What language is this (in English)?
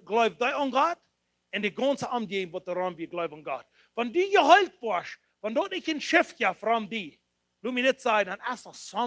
Plautdietsch